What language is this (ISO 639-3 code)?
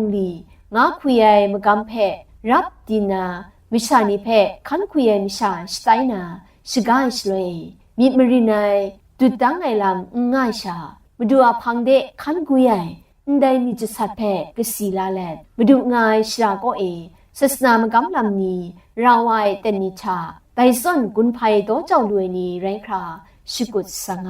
kac